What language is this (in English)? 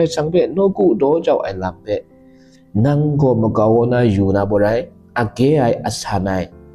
Kachin